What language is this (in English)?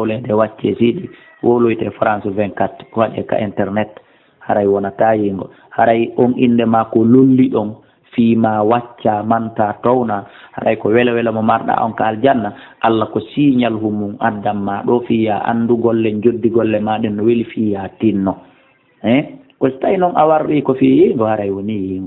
Pular